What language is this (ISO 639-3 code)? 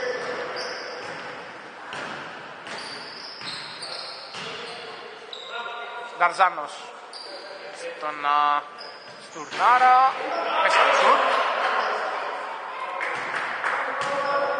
ell